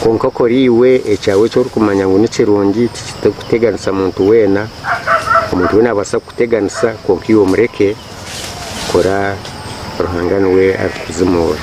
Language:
Nyankole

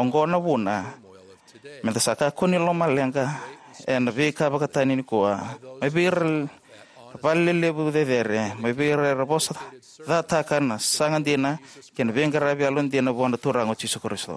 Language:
Fijian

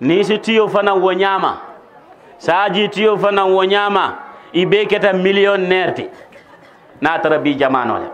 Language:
Mandingo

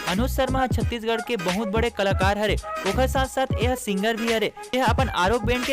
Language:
Chhattisgarhi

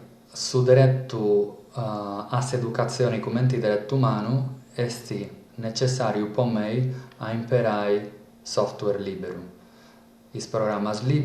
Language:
Sardinian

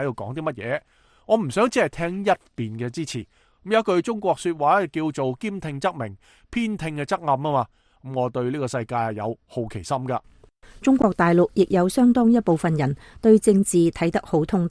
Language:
Cantonese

